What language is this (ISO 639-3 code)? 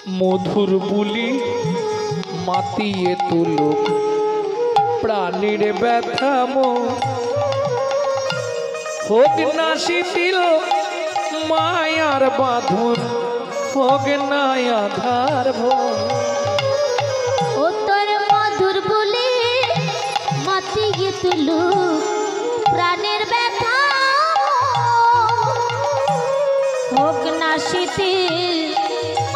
ben